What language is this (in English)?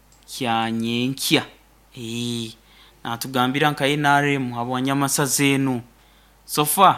Nyoro